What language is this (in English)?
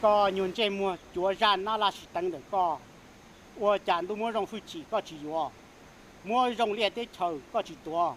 Hmong